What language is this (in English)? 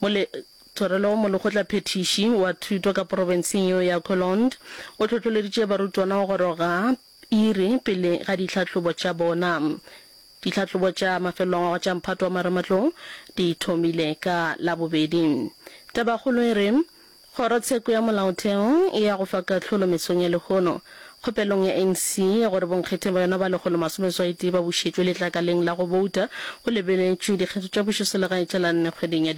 Northern Sotho